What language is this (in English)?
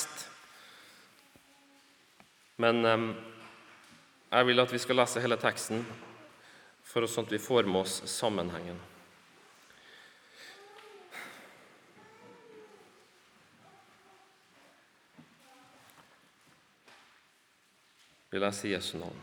Norwegian